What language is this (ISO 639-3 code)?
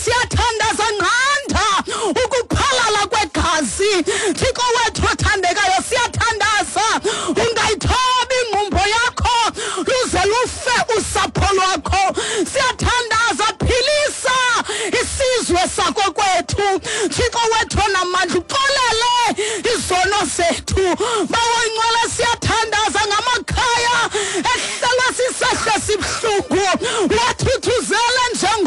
xho